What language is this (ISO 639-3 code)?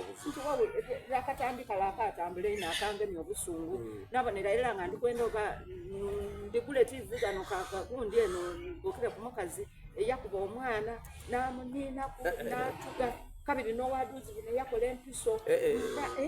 xog